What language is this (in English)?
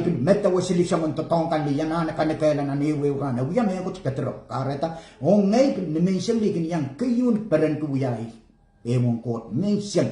Pohnpeian